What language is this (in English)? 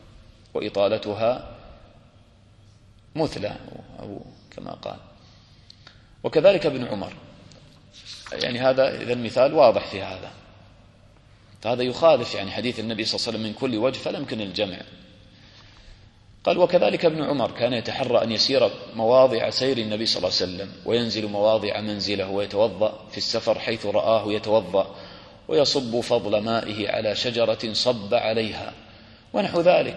Arabic